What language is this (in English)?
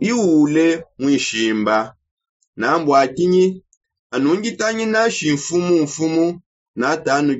Songe